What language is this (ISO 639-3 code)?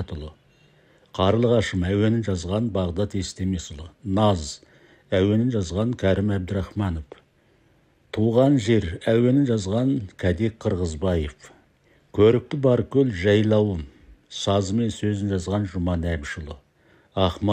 kaz